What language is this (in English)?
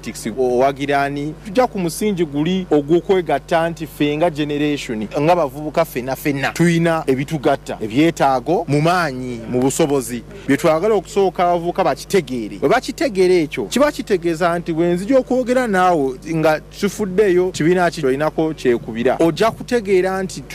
Ganda